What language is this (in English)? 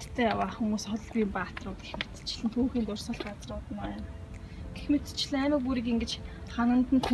Mongolian